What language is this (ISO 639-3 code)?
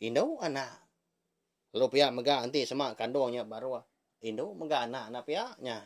iba